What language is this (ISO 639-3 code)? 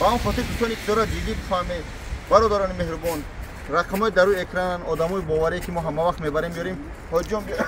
tgk